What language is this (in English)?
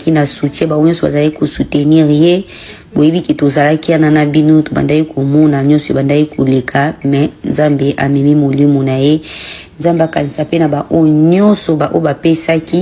Lingala